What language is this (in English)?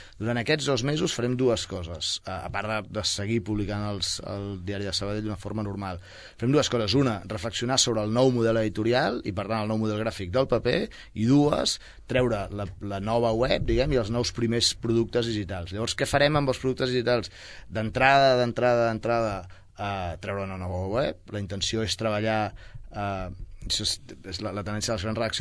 Catalan